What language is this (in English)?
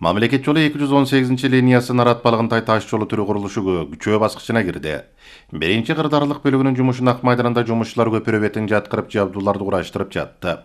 Kyrgyz